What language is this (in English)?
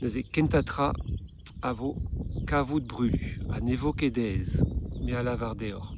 Breton